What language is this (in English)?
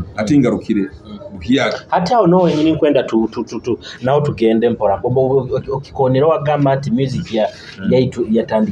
Nyoro